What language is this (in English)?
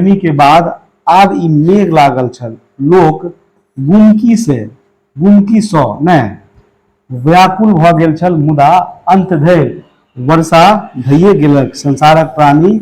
Maithili